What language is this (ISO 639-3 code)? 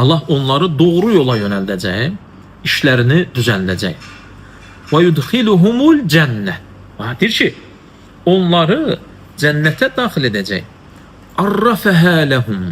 aze